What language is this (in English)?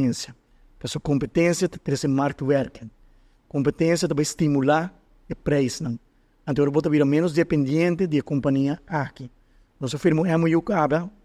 Papiamento